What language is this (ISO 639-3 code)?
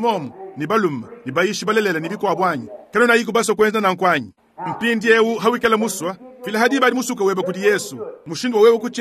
lua